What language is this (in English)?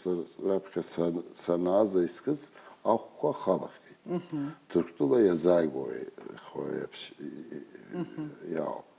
Abkhazian